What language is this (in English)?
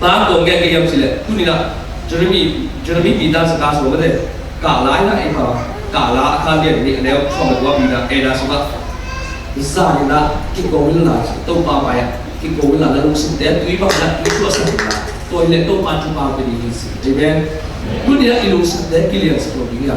Tedim Chin